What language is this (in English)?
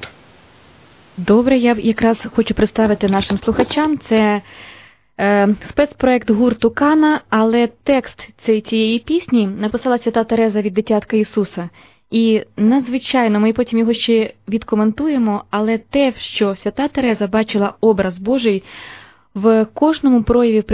Ukrainian